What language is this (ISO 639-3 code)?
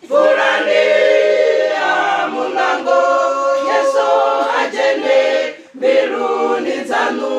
ven